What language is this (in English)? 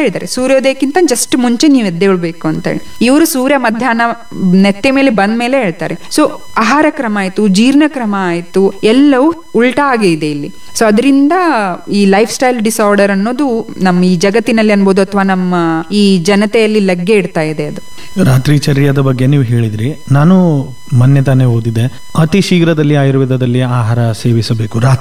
Kannada